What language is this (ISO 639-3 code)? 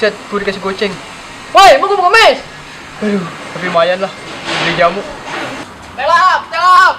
bew